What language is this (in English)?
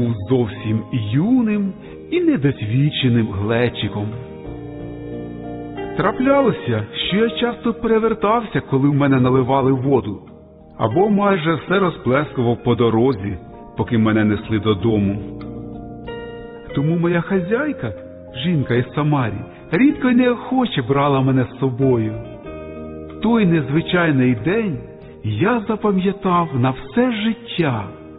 Ukrainian